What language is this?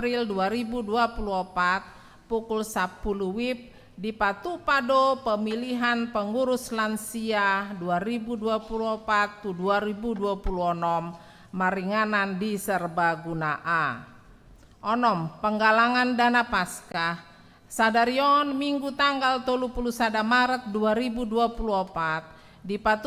Batak Toba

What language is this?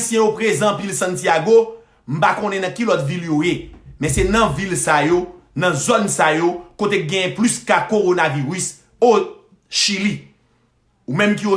Haitian Creole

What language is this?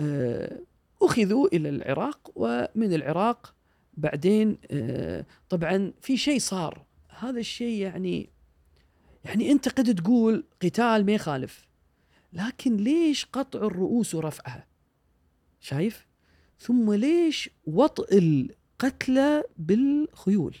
Gulf Arabic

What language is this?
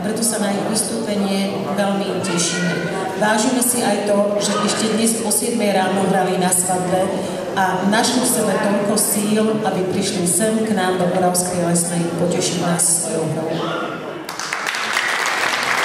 Slovak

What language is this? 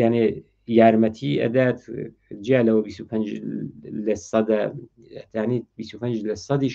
Central Kurdish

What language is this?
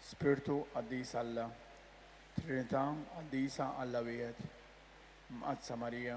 Maltese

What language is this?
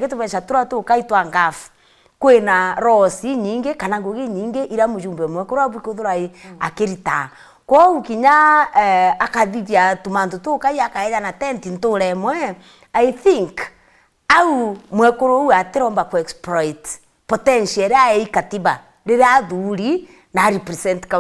Meru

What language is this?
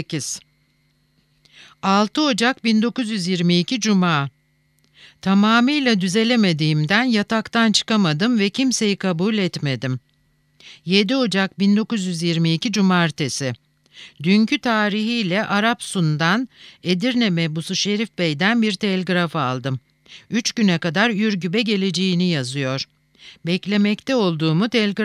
Turkish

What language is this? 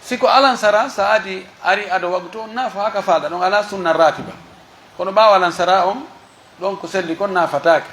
Pular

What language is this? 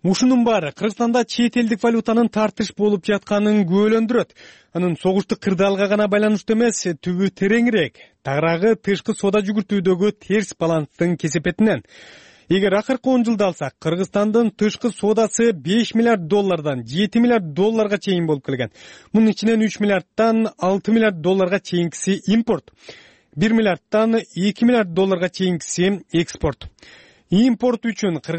Kyrgyz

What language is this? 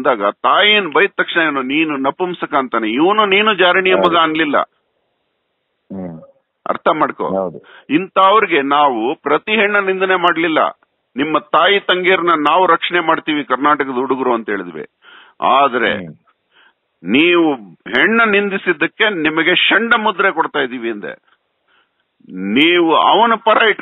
Kannada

